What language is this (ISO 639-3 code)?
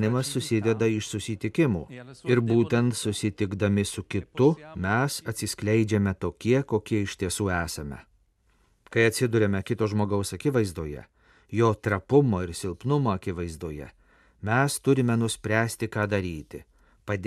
lit